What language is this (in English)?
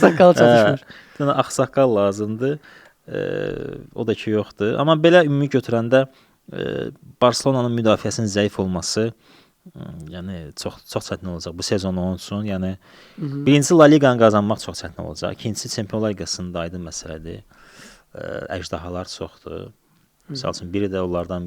Azerbaijani